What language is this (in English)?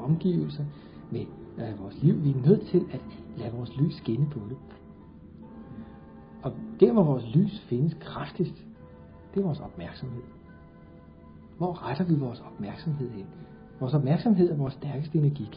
Danish